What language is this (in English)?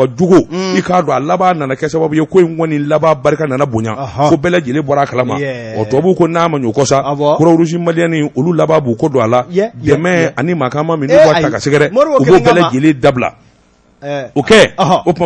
Bambara